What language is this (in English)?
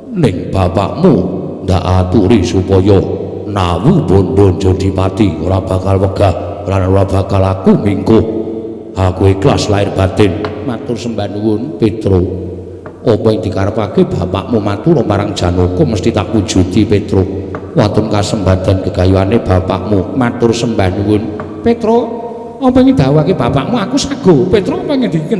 Javanese